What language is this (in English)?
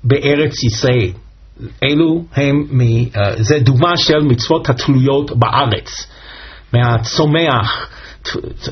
Hebrew